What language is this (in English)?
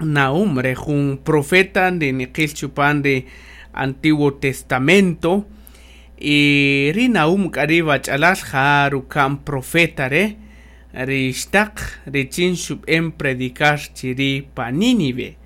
Kaqchikel